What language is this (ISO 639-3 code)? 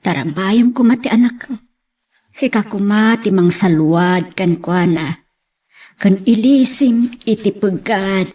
ilo